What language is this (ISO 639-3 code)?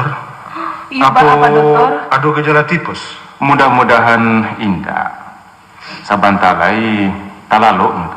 min